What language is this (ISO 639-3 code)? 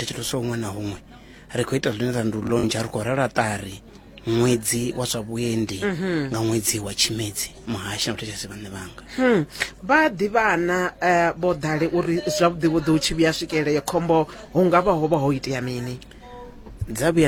ven